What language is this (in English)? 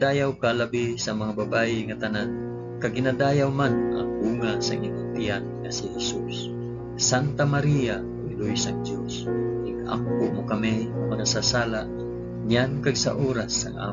Hiligaynon